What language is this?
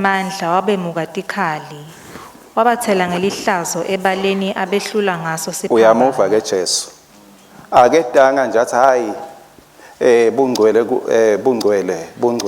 Swati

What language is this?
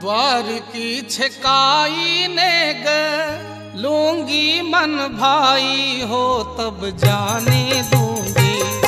Maithili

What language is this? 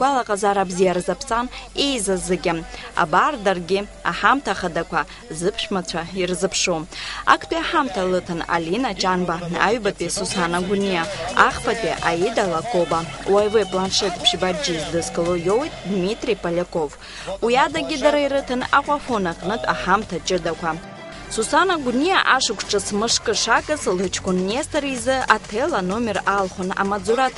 Abkhazian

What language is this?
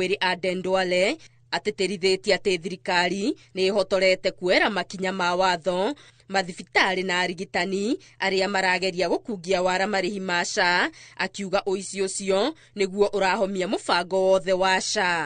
Kikuyu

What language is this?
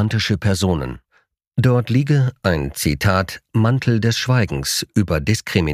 German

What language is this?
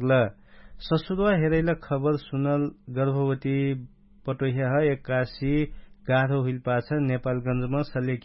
Dangaura Tharu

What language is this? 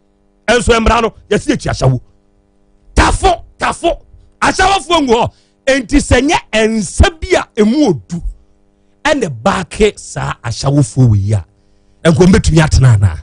Akan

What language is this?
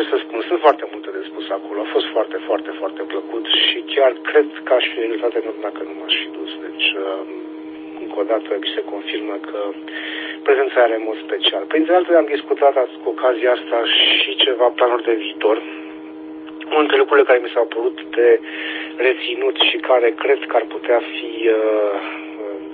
Romanian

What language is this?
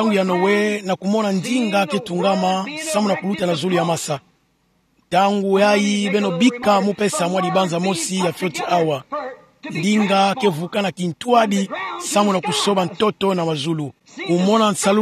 Kituba (Democratic Republic of Congo)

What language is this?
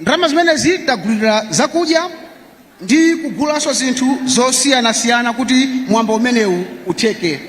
Nyanja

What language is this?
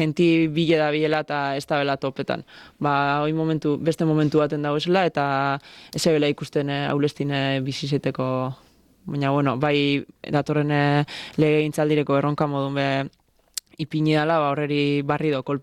Basque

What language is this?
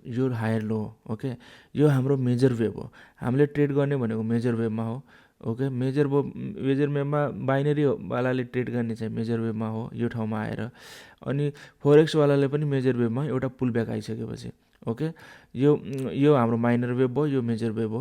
Nepali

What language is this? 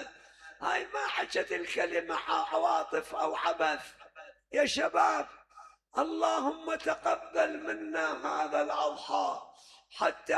Mesopotamian Arabic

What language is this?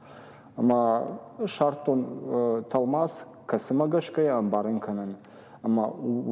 Ossetic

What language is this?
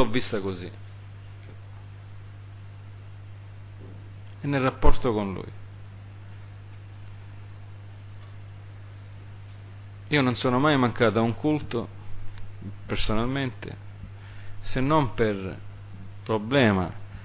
Italian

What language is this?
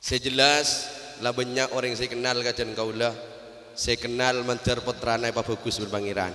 Madurese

